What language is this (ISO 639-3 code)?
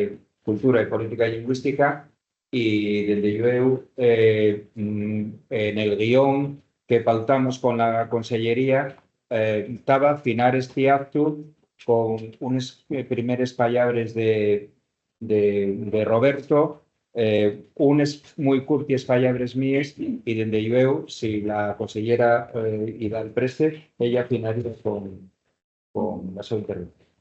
ast